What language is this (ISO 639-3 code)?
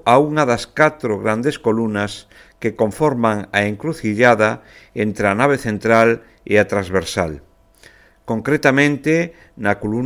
glg